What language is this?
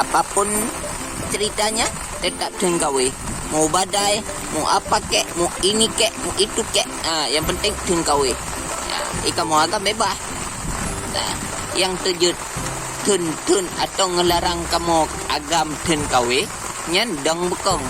Achinese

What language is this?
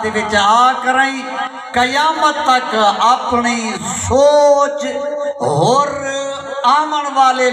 Saraiki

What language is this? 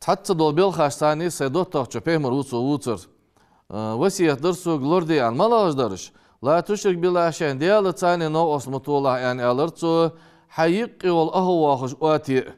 Ingush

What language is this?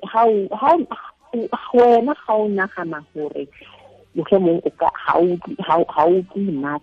Tswana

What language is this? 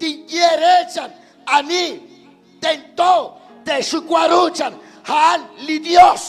Kekchí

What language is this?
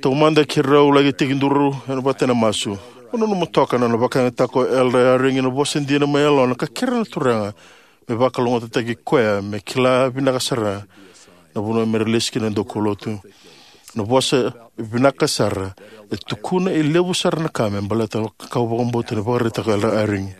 Fijian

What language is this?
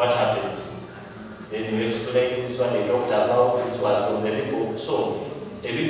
Soga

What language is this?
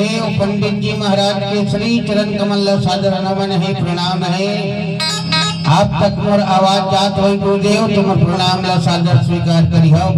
Chhattisgarhi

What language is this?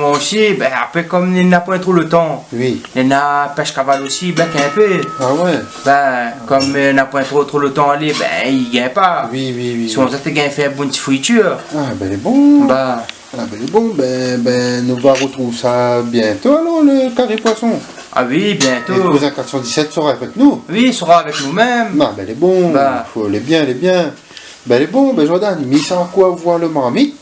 Réunion Creole French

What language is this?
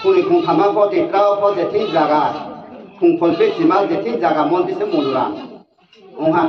Riang (India)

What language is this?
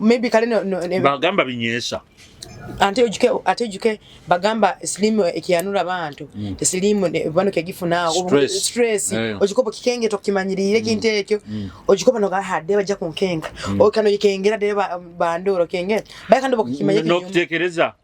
Nyoro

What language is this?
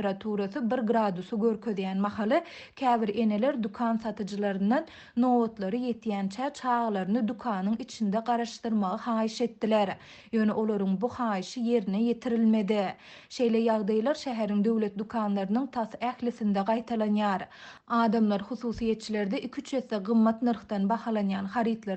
Turkmen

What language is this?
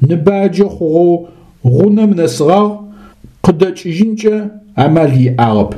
Adyghe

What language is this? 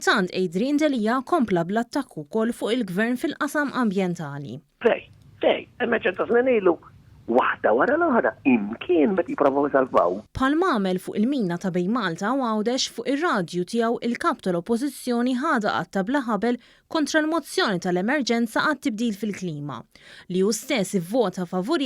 Maltese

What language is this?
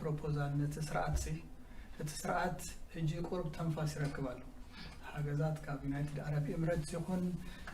Tigrinya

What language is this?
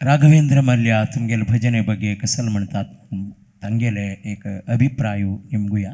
Konkani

